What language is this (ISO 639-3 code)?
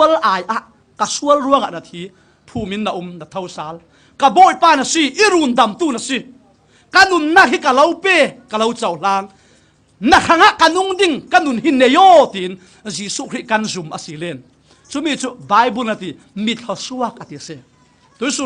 cfm